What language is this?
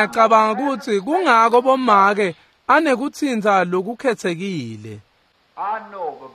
Swati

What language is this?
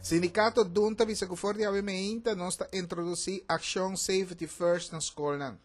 Papiamento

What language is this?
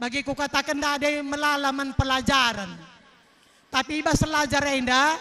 Batak Karo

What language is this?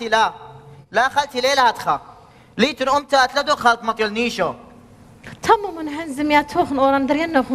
Assyrian Neo-Aramaic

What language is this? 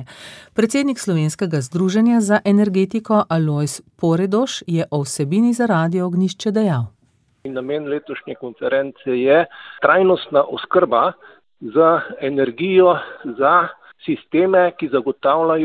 Slovenian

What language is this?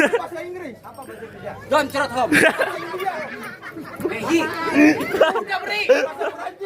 Betawi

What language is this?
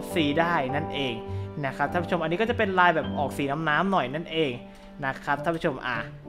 Thai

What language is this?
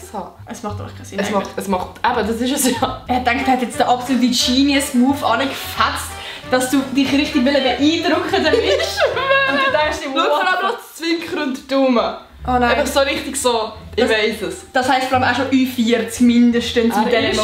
Swiss German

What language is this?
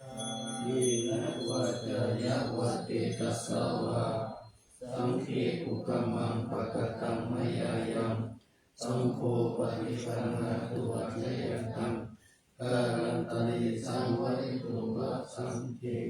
Pali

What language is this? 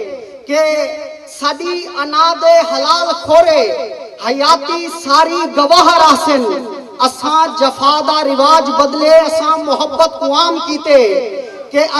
Saraiki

